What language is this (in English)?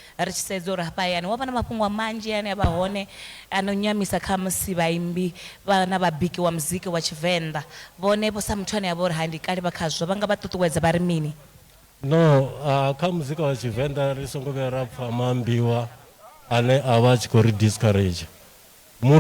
Venda